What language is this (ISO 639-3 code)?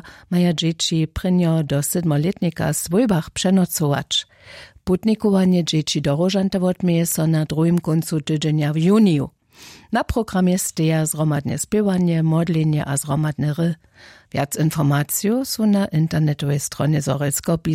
hsb